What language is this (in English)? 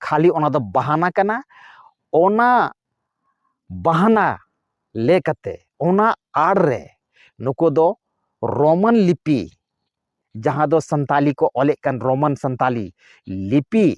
Santali